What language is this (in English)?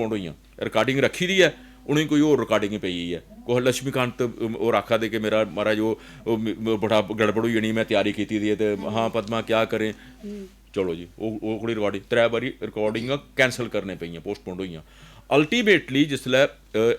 Dogri